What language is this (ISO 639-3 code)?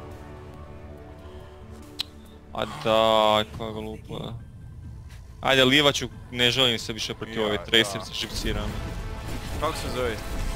hrv